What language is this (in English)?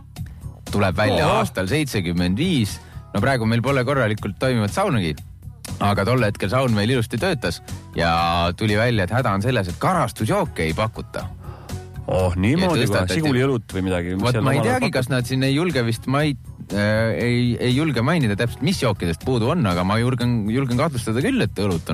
Estonian